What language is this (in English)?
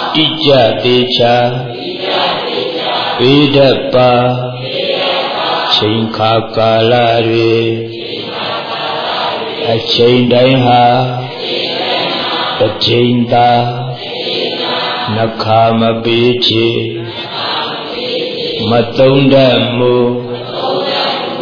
Burmese